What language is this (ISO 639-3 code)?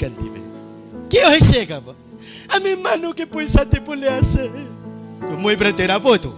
nag